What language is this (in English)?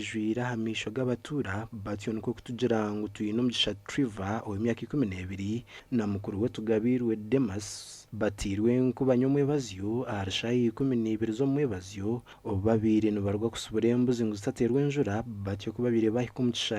Nyankole